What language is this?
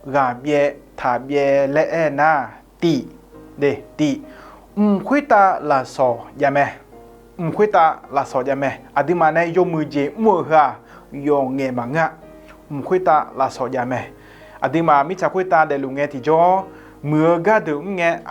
Akha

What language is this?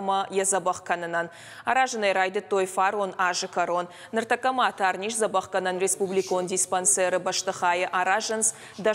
Ossetic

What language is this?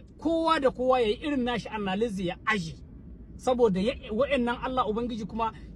Hausa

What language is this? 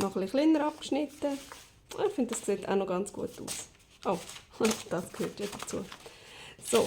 Swiss German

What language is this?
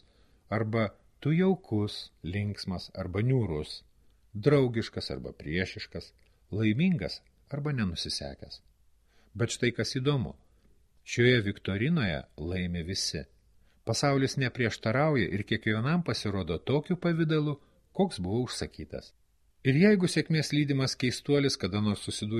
Lithuanian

